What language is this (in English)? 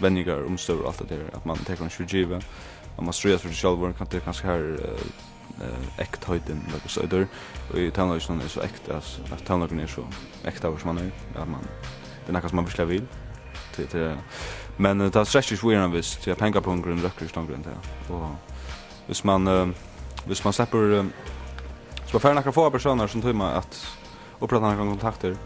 Faroese